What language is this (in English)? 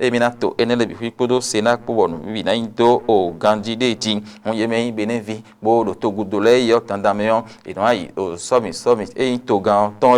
Fon